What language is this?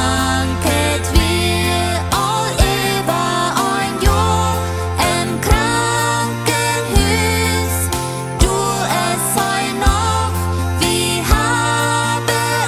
Plautdietsch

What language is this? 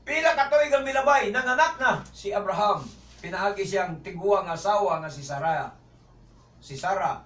Cebuano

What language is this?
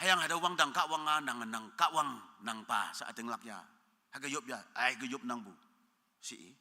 Konyak Naga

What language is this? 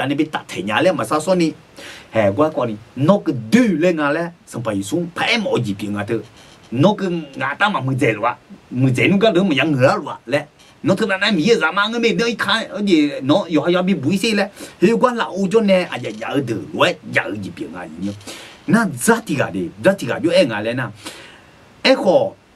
Akha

